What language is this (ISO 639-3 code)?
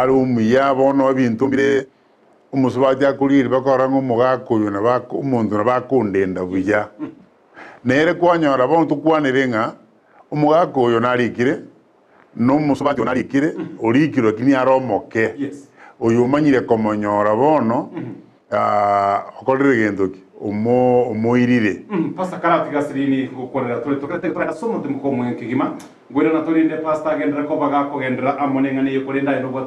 guz